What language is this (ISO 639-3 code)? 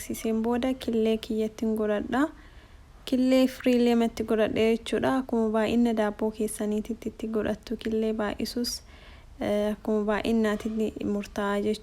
orm